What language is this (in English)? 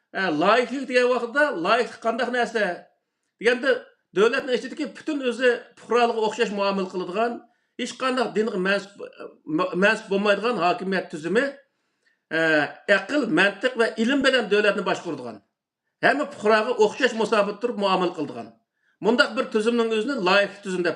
Uyghur